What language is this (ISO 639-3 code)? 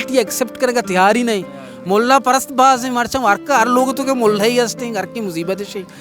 bal